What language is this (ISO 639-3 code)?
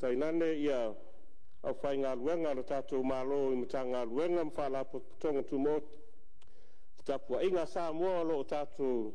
smo